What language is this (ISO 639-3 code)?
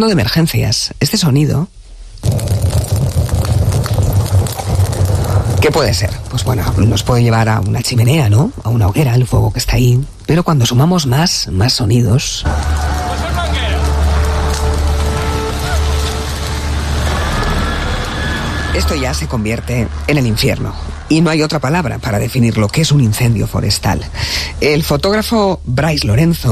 spa